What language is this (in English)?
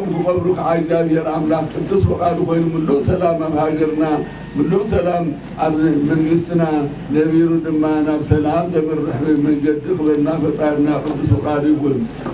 Tigrinya